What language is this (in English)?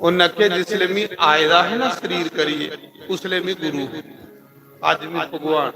Dogri